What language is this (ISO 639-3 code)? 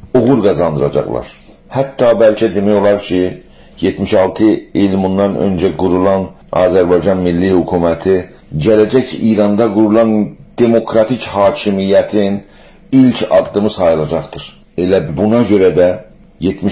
azb